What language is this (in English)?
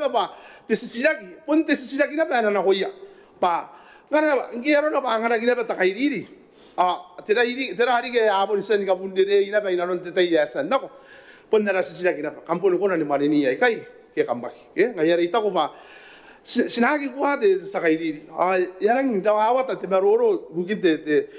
Gilbertese